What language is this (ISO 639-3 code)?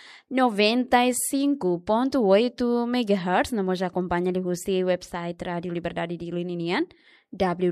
tet